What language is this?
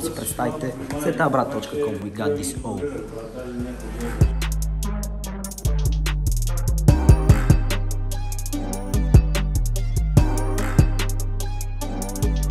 Bulgarian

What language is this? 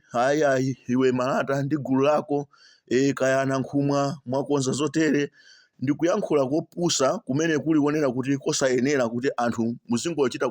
Nyanja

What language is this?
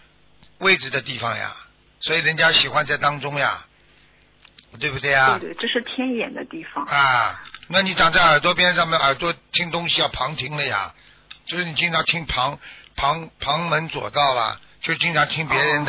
Chinese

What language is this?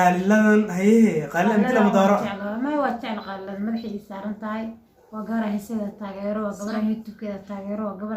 Somali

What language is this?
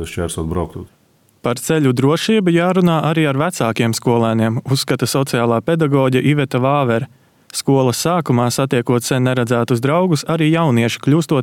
Latvian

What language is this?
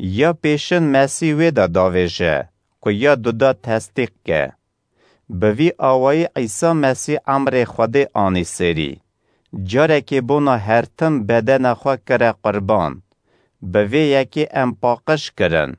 Kurdish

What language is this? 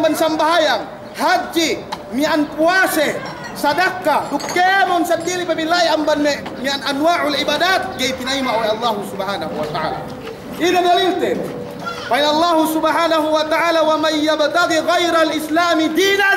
Yakan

